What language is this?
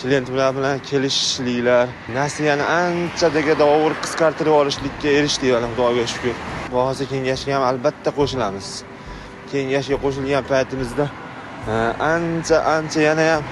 Uzbek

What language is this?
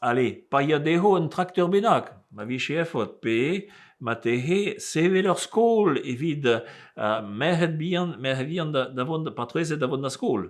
Breton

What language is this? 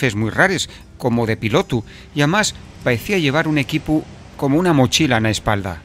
Asturian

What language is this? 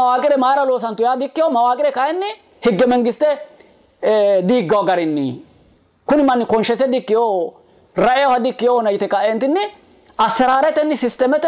Sidamo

